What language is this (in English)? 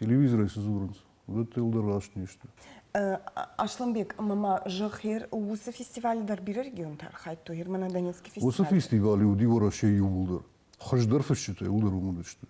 Ossetic